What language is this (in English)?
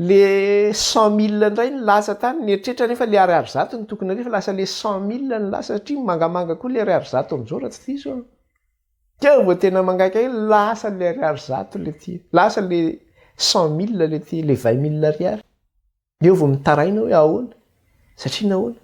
Malagasy